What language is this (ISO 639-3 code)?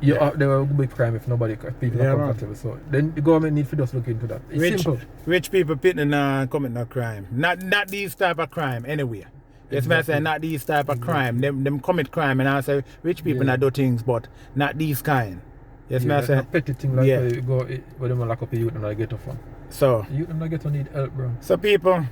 jam